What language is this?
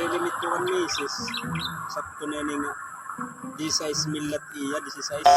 Waray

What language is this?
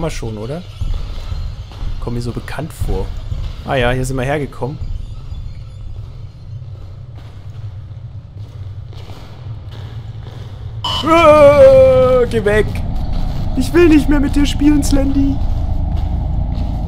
German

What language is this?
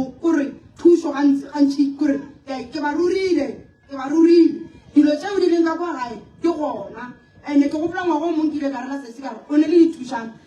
Northern Sotho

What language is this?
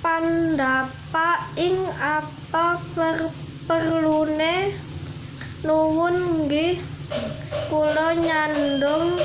Javanese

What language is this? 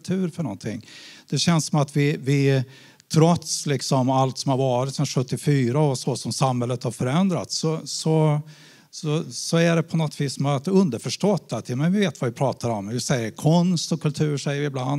Swedish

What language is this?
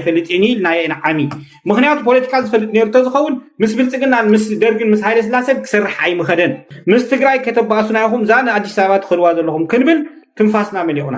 Tigrinya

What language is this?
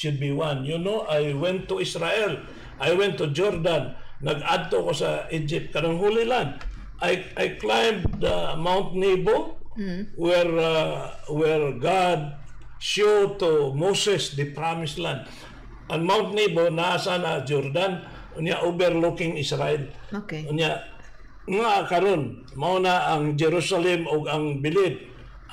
Cebuano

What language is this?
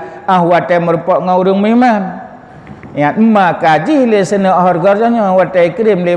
Achinese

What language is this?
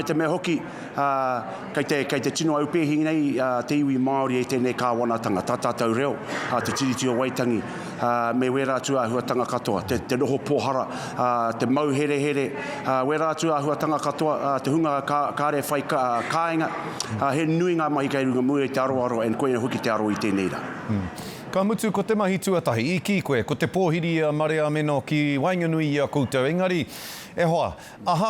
Māori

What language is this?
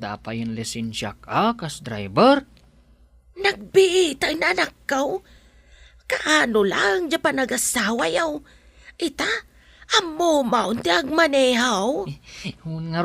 Iloko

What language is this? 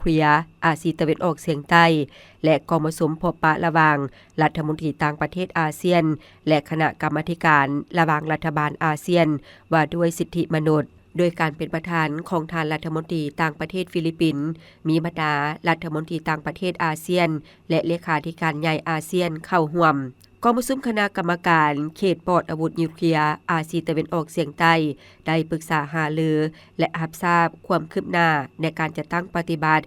Lao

